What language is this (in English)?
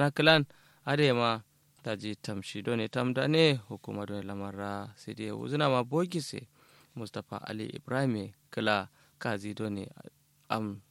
Kanuri